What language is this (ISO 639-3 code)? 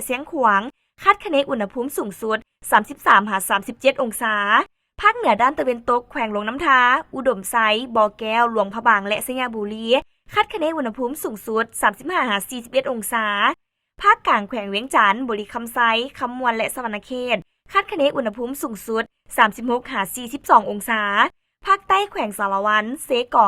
lao